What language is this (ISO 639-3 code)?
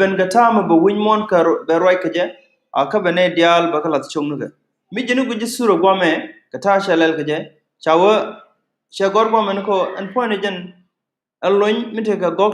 nus